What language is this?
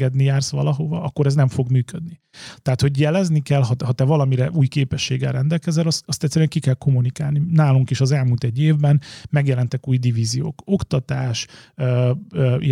Hungarian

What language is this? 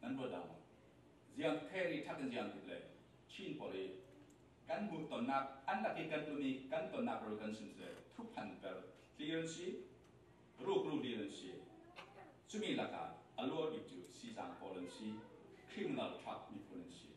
Falam Chin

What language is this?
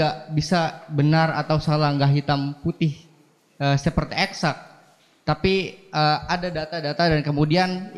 Indonesian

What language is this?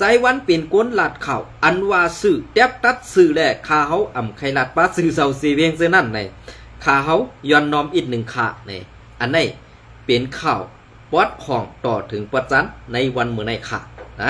Shan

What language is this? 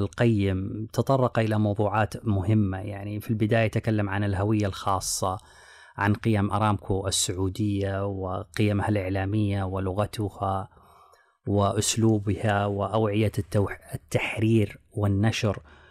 Arabic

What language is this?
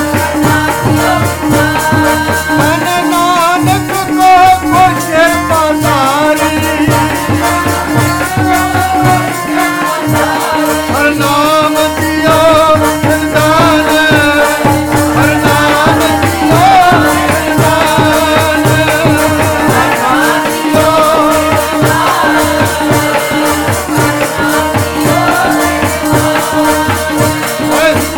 Punjabi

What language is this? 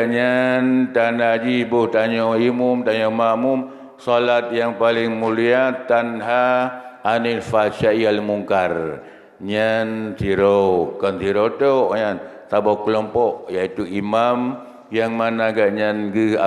Achinese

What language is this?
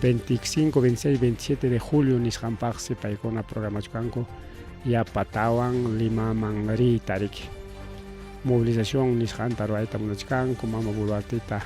Ayacucho Quechua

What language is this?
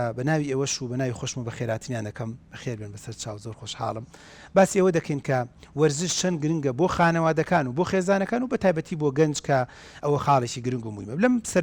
Central Kurdish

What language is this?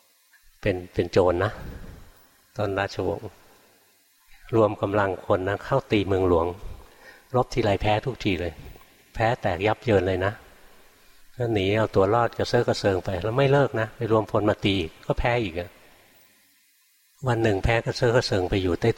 Thai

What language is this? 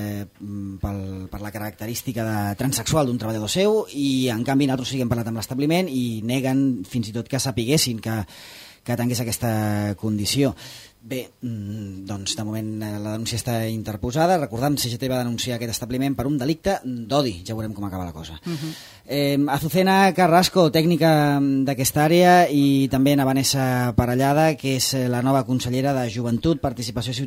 Catalan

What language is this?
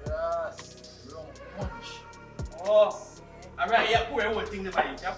Jamaican Creole English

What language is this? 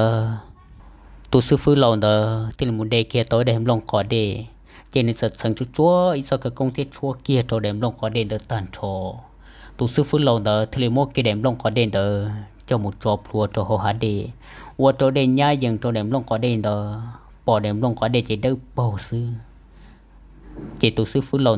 Vietnamese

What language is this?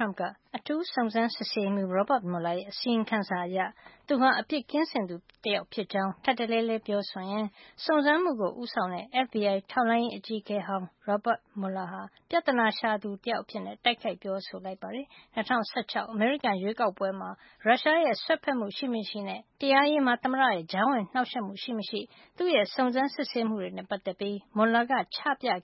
Burmese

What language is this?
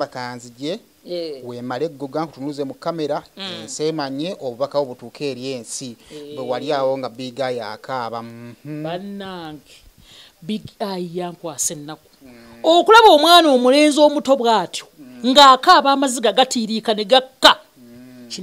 Ganda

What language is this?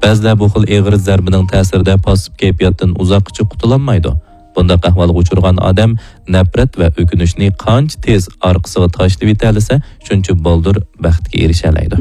Uyghur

